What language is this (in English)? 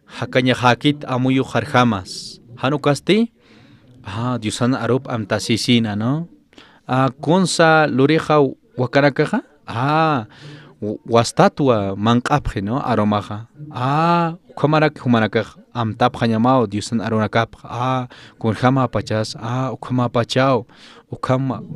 Aymara